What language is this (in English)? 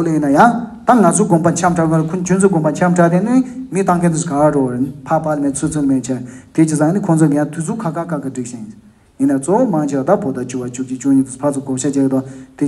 Tibetan